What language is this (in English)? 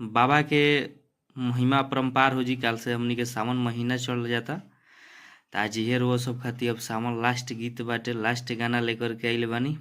Bhojpuri